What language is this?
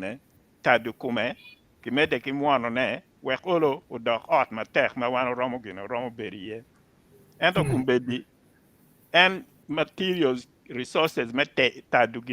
Acoli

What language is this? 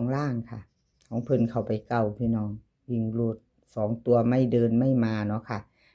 Northeastern Thai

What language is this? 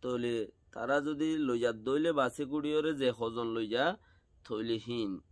Rohingya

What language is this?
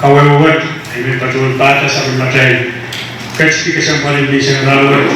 Pohnpeian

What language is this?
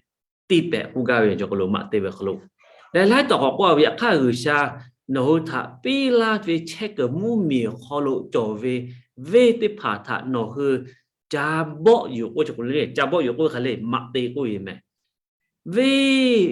Lahu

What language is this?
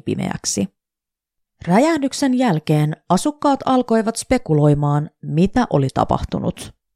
Finnish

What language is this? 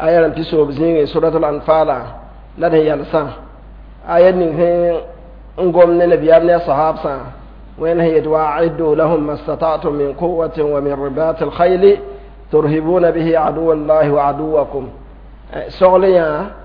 Mossi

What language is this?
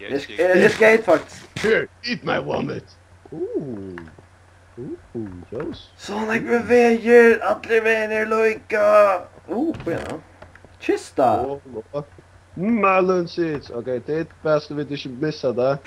Faroese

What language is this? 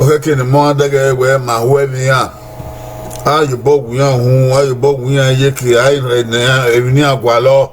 Bini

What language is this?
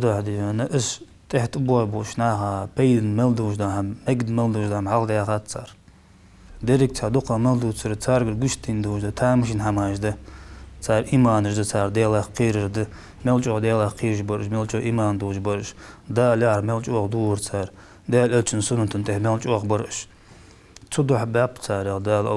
Ingush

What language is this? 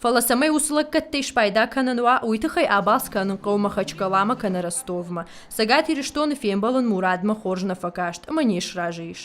Ossetic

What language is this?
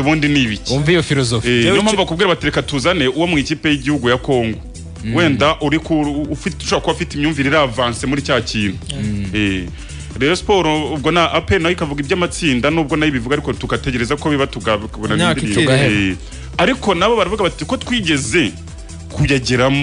Kinyarwanda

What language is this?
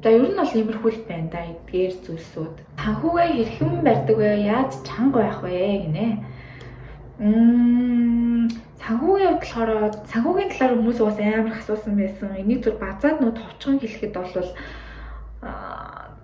Mongolian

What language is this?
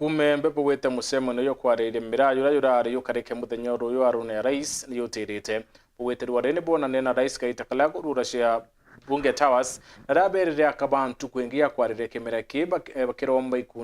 Meru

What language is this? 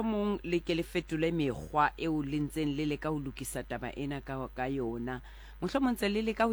Southern Sotho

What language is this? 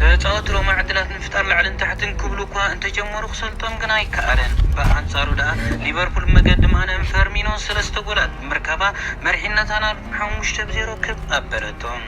Tigrinya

